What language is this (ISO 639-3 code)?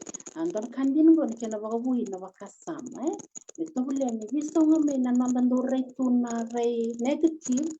fij